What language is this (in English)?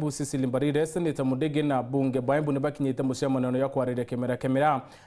Meru